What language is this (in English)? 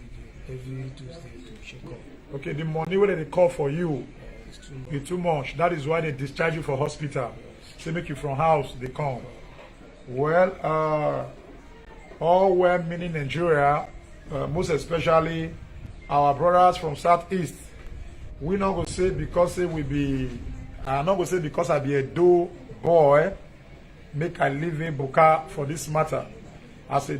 Nigerian Pidgin